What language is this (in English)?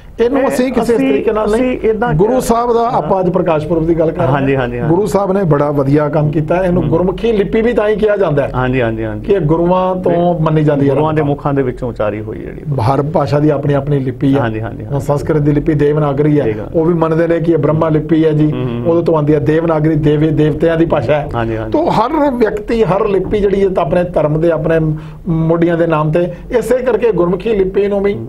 Punjabi